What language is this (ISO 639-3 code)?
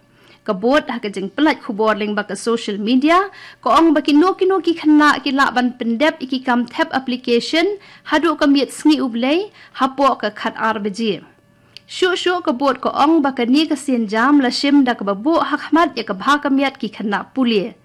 kha